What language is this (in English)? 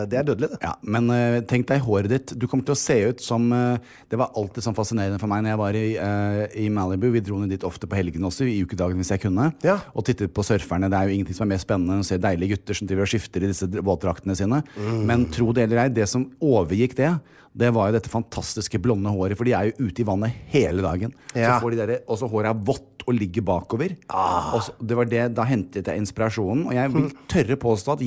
Norwegian